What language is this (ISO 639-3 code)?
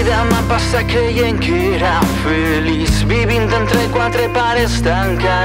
cat